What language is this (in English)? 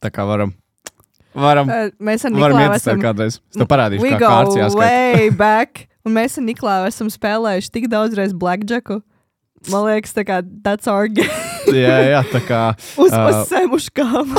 Latvian